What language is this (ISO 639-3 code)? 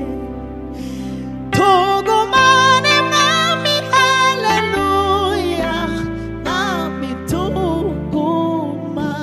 kin